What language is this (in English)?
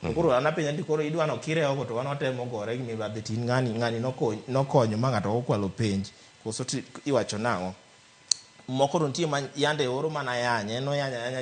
Luo (Kenya and Tanzania)